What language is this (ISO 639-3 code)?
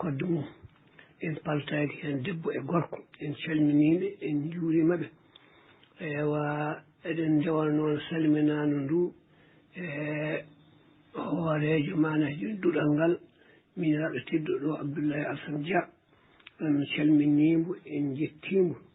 ful